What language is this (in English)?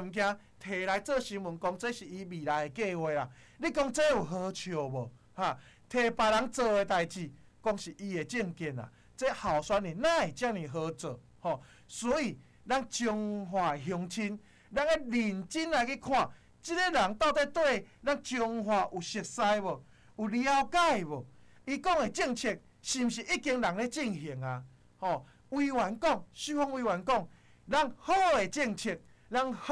Min Nan Chinese